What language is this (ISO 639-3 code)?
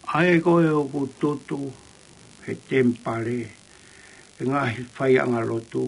ton